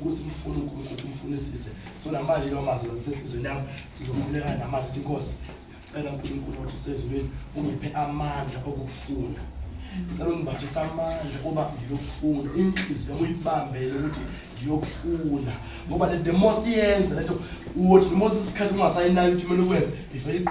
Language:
Zulu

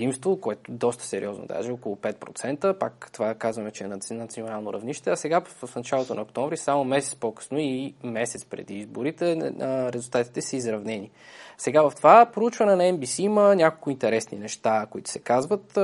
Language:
Bulgarian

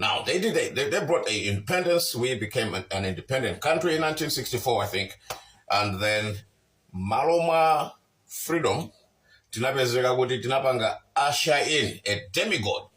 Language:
Nyanja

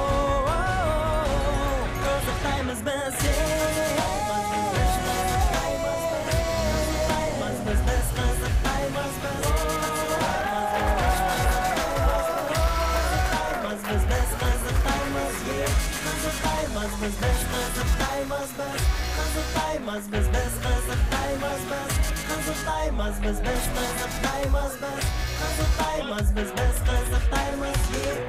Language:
Kazakh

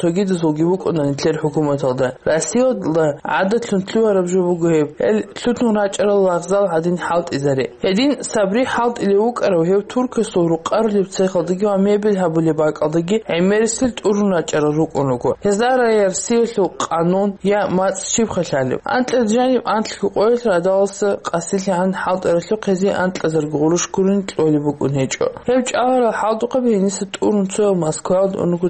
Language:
Avaric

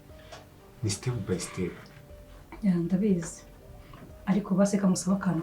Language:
Kinyarwanda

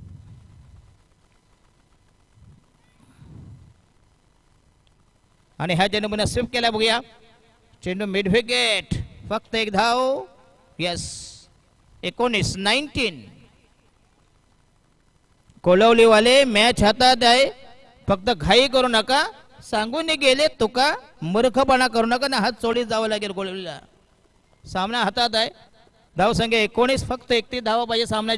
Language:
Marathi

